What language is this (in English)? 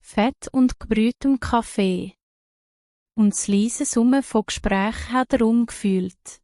Swiss German